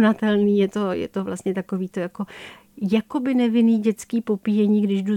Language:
Czech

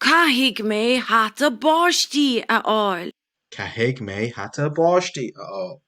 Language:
Irish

